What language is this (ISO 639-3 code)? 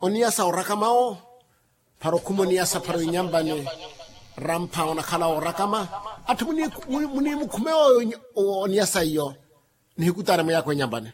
vmw